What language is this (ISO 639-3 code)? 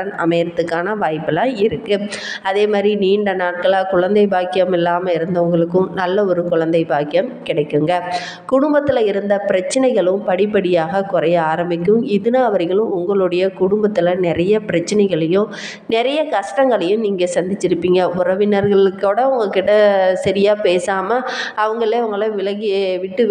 tam